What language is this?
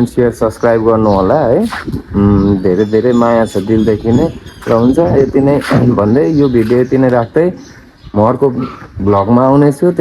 Nepali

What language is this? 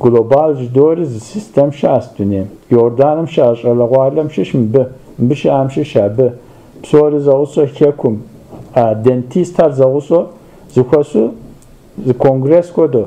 Kabardian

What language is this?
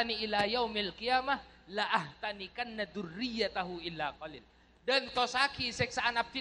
Madurese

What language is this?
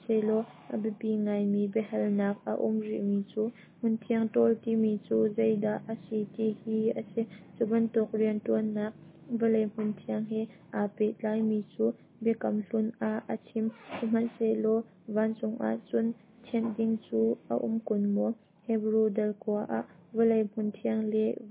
Hakha Chin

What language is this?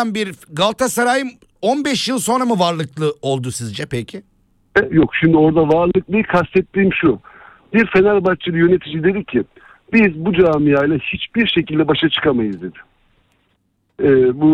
Turkish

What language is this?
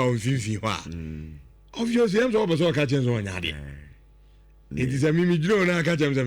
Akan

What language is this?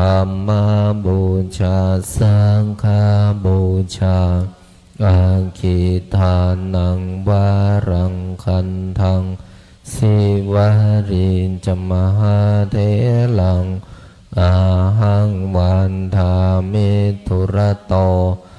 Pali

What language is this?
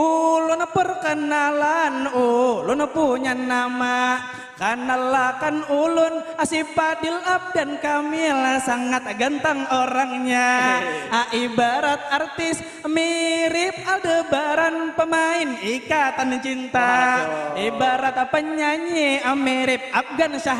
Banjar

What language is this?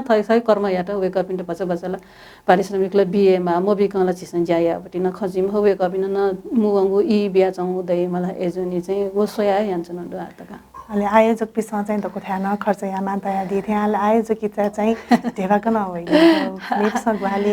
Newari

